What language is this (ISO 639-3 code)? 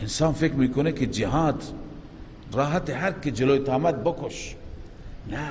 fas